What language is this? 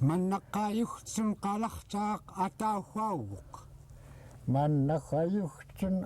Central Yupik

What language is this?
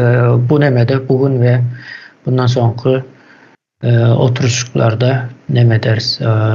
Turkmen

